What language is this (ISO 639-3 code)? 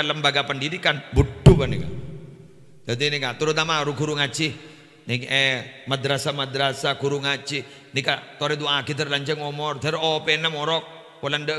mad